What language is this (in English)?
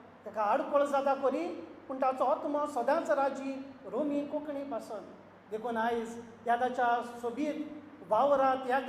Konkani